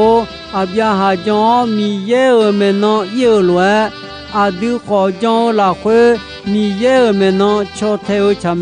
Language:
Akha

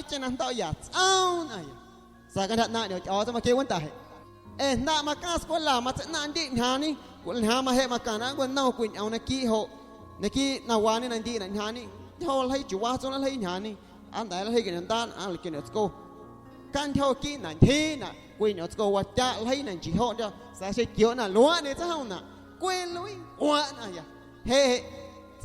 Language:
Guerrero Amuzgo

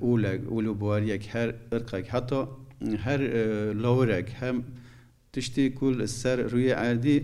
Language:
Kurdish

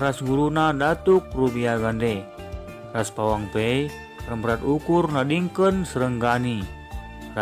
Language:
Batak Karo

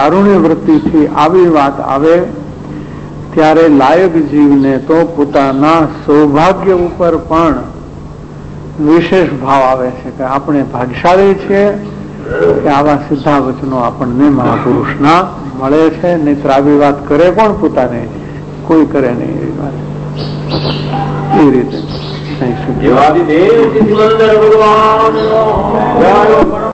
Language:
Gujarati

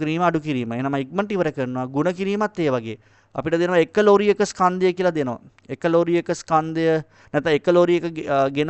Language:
Sinhala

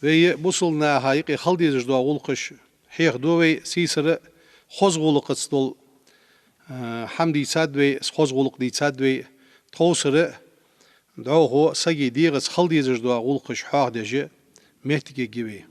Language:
Ingush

